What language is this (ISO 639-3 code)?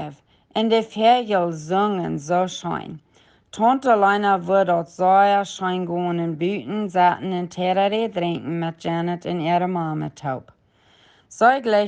pdt